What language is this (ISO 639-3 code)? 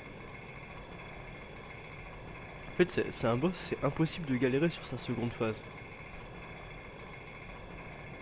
fra